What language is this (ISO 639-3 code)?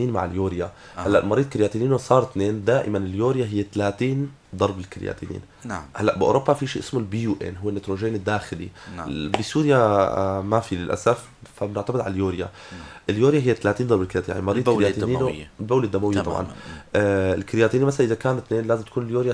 apc